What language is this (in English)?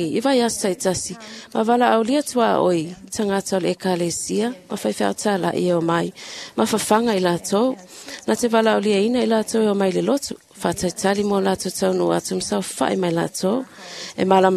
Samoan